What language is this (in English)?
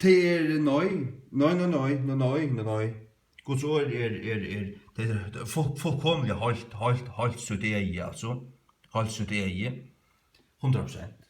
Faroese